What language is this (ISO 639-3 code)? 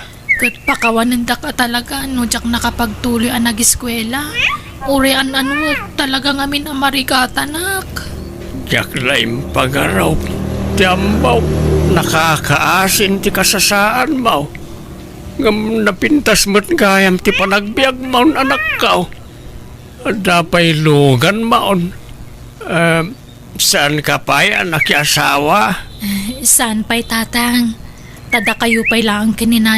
ilo